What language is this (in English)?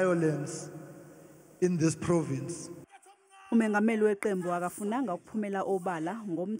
Zulu